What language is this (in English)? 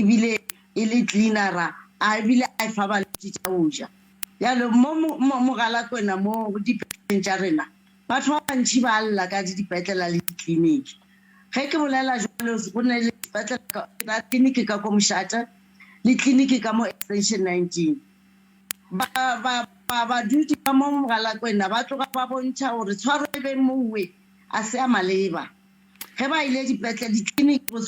Northern Sotho